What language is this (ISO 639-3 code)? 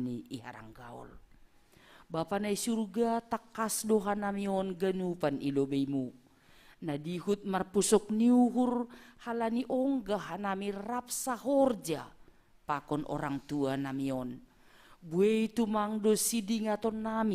bts